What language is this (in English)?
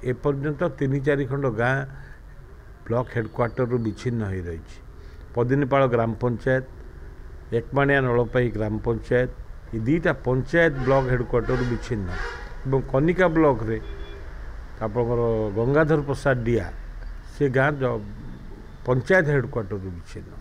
Odia